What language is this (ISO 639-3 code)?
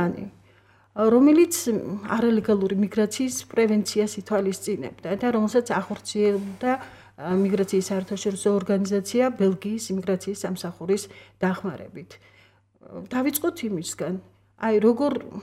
kat